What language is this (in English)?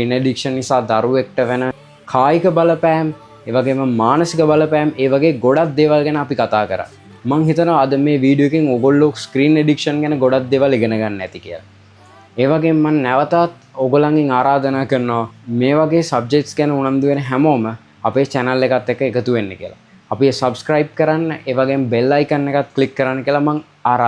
Sinhala